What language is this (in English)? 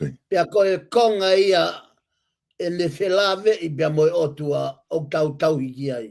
Tongan